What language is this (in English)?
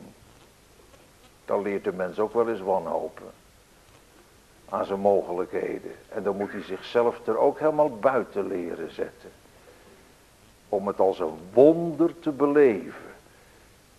Dutch